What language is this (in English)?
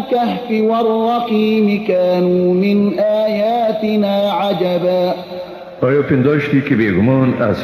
Persian